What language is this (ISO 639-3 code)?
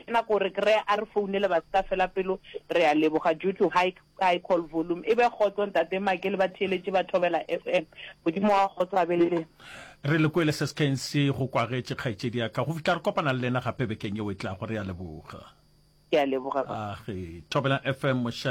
nso